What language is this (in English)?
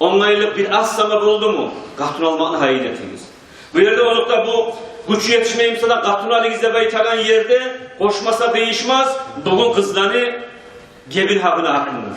Kumyk